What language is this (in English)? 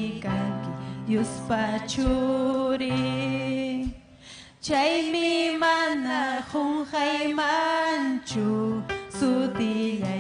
Ayacucho Quechua